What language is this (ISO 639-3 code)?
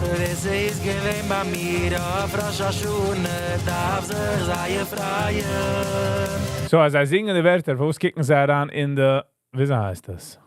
yid